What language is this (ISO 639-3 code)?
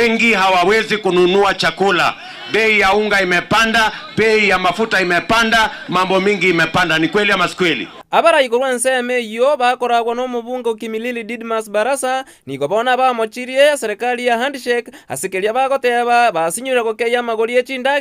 guz